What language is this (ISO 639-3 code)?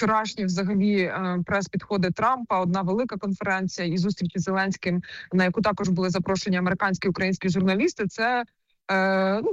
ukr